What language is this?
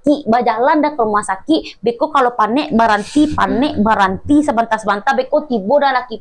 Minangkabau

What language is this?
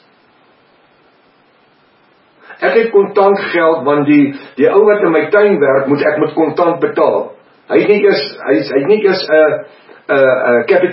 Afrikaans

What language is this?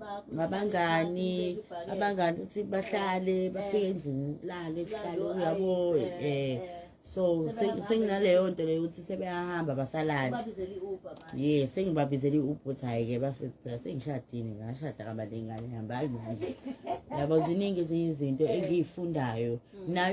Zulu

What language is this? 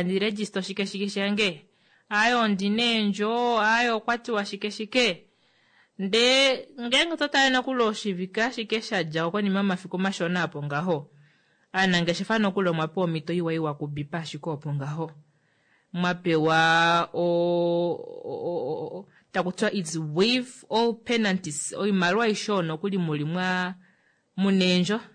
Kuanyama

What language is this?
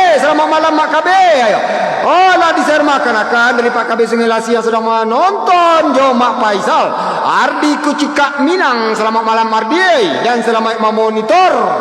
Minangkabau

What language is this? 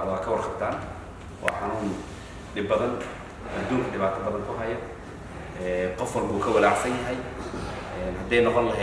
Somali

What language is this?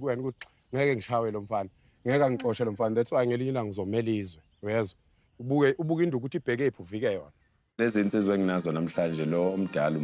Zulu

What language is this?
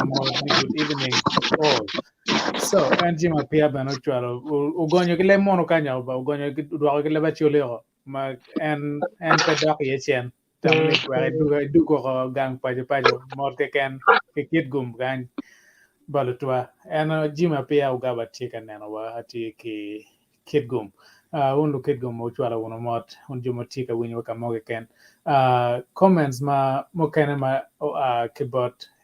Acoli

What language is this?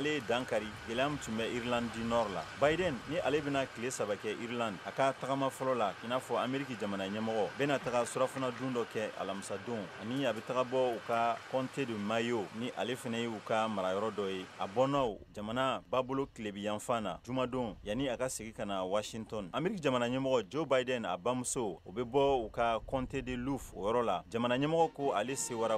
Bambara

